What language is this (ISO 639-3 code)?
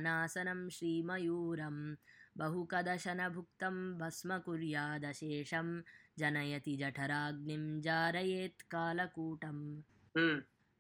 san